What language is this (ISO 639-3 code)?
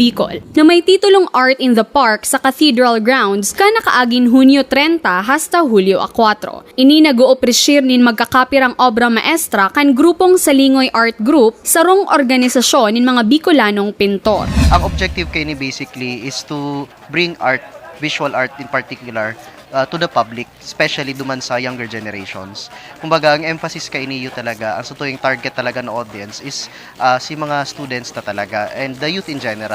bik